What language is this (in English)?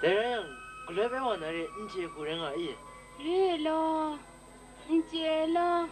Kachin